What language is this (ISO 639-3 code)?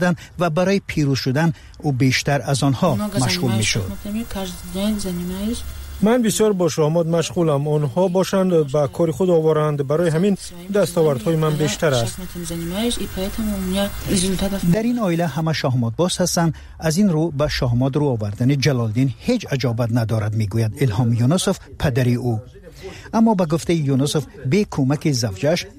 fas